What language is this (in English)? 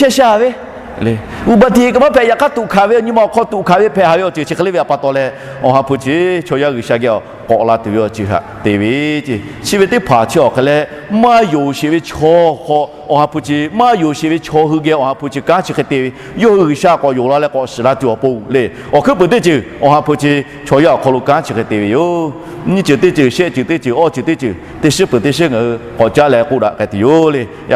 Lahu